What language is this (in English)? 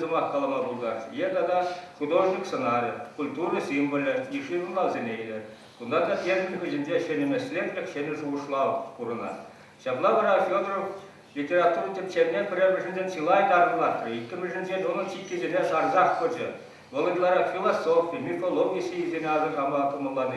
Chuvash